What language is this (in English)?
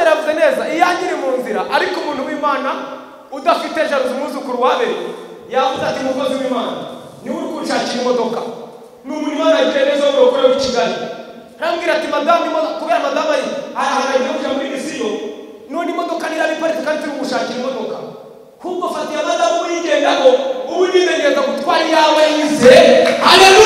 Kinyarwanda